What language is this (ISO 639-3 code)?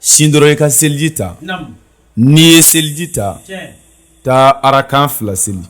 bam